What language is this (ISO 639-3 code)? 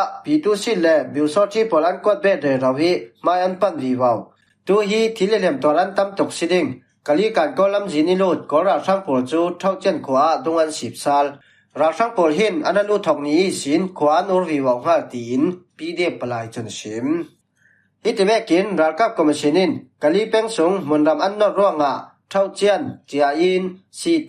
cfm